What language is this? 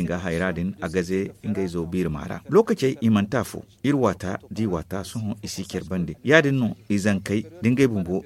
Zarma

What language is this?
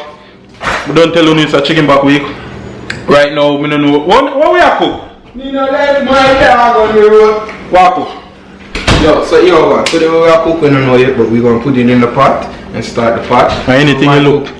Jamaican Creole English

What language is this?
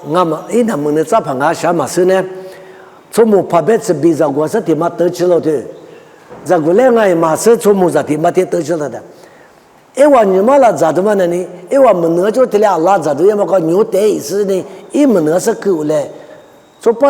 Lisu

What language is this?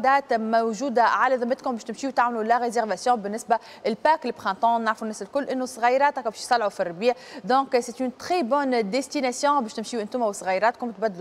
Tunisian Arabic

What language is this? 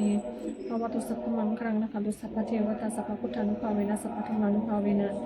Pali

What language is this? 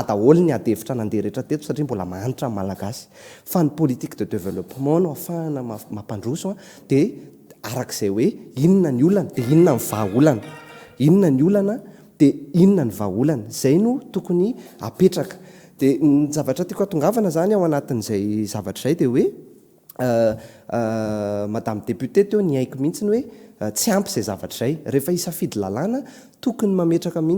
Malagasy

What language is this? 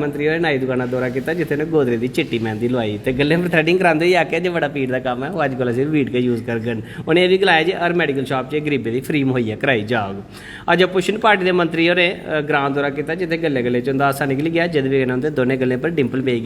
Dogri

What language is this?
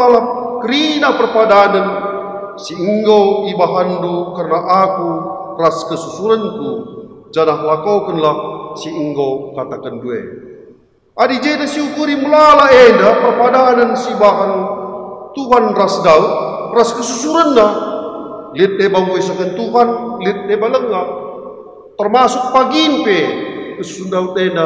Batak Karo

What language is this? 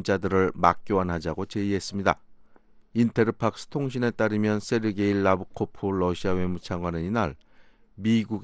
Korean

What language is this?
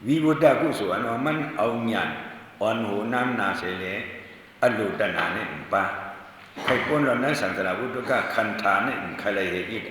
Shan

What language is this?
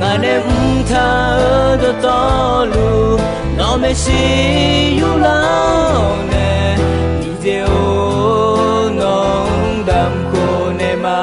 Akha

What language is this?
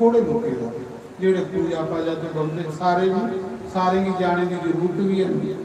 Dogri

